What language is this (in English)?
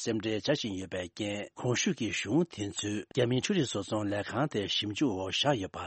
Tibetan